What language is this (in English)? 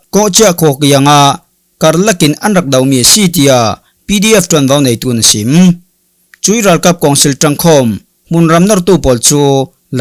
Falam Chin